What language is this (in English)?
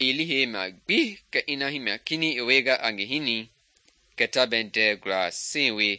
Mende